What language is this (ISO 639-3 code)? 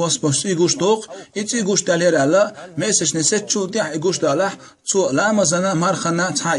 che